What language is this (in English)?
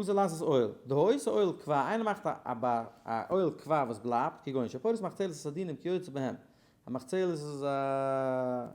Yiddish